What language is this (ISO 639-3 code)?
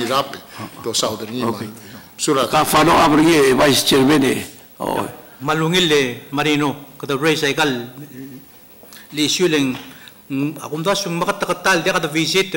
pau